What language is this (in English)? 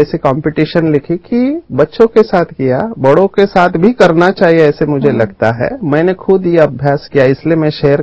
Hindi